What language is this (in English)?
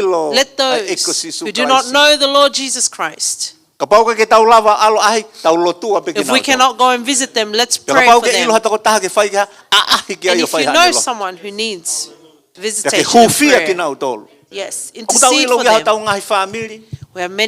Tongan